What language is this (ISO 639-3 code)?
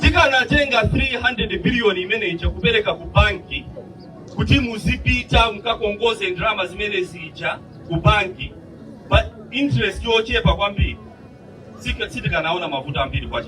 nya